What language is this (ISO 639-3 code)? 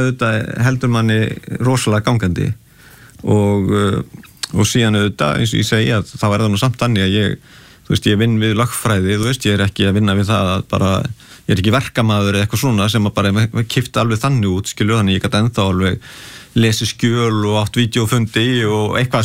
isl